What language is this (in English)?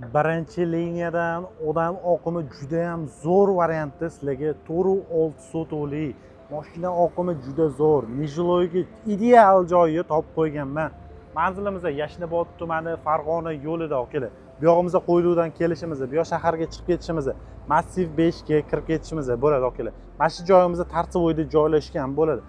Uzbek